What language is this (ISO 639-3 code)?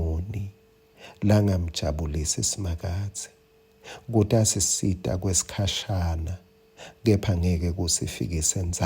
ssw